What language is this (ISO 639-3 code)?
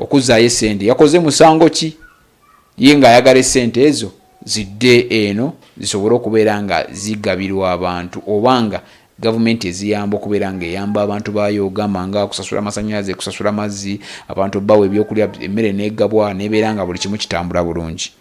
lug